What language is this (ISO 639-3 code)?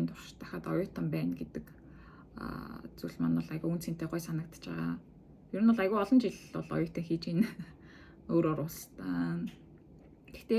mon